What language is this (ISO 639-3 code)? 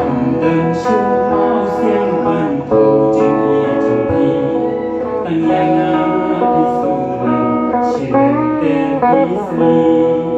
kha